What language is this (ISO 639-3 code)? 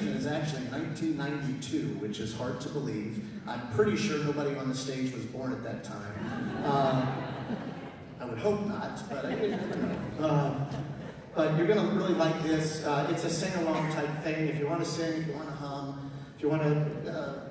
eng